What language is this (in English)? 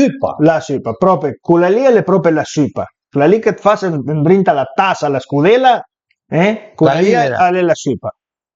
Piedmontese